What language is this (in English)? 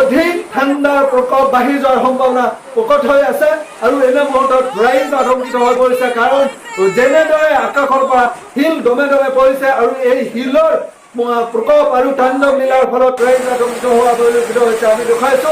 Assamese